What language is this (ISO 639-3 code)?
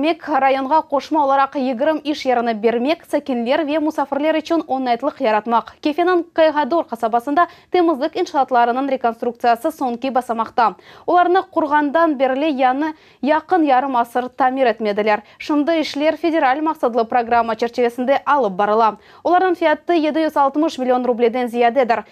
crh